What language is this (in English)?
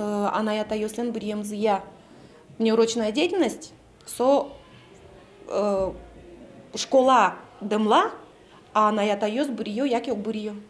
Udmurt